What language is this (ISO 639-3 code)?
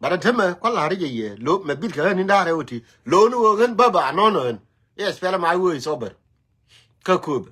nus